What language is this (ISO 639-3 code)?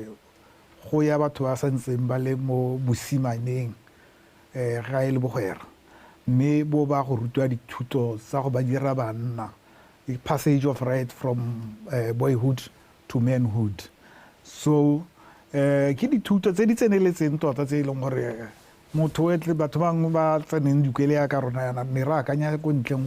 tsn